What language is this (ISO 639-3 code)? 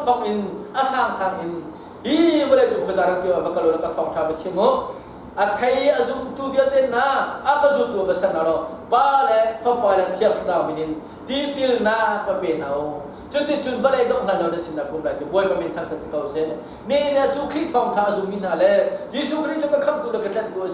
cnh